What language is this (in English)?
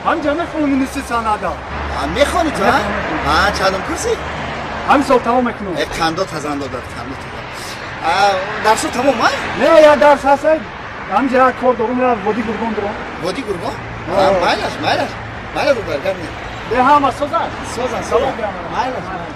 Tajik